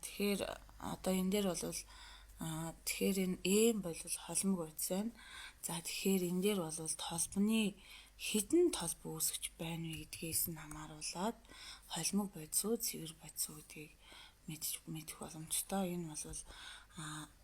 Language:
Mongolian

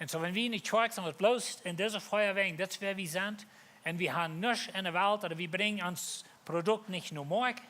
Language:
Plautdietsch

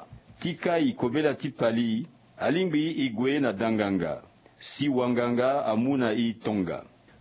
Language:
Sango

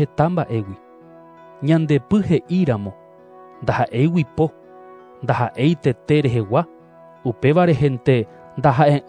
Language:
Guarani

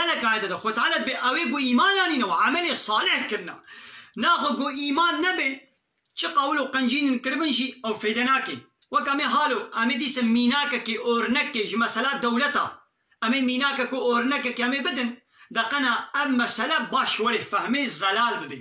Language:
Kurdish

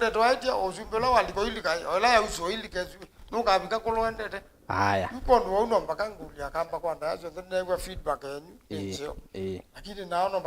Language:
Kamba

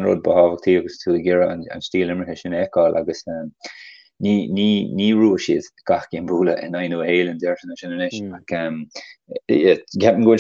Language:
Irish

